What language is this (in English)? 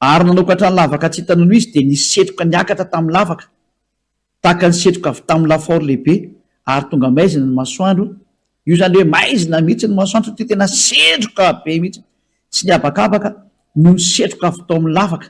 Malagasy